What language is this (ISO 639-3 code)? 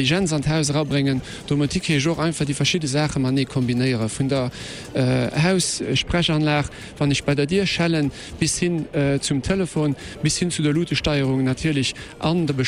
ltz